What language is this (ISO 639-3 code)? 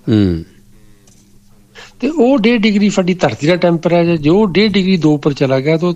pan